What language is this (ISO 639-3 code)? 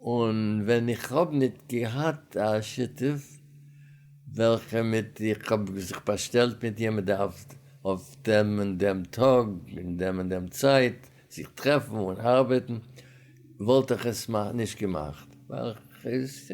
yid